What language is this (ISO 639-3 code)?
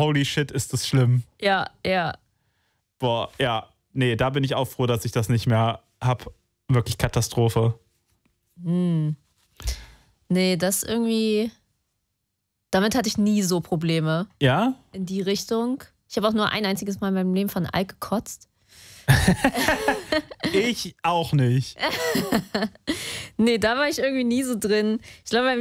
deu